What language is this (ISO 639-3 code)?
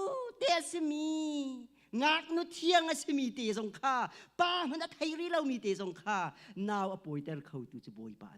cnh